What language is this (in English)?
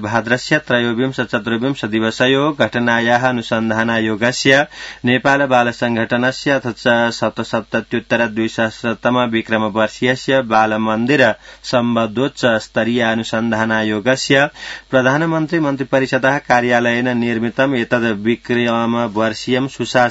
Sanskrit